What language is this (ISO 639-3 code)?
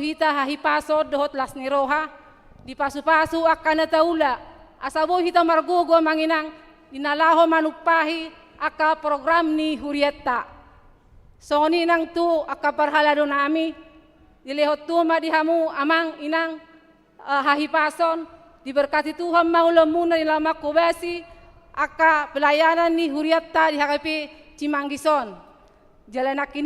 bbc